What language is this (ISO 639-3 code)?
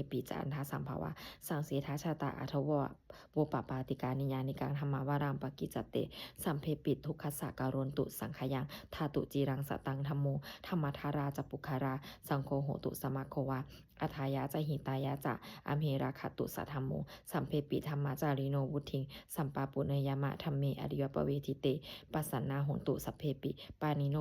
pli